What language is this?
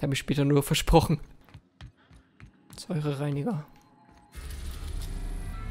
German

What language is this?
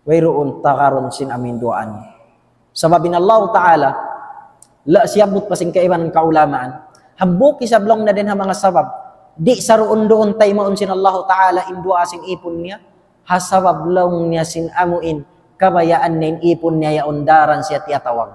Tausug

